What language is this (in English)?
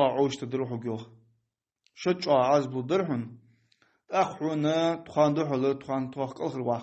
Ingush